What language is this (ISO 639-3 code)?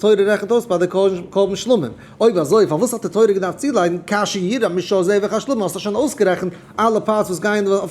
yid